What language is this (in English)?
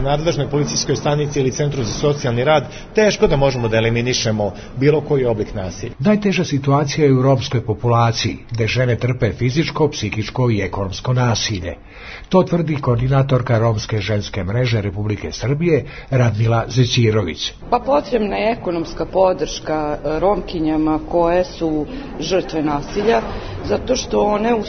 Serbian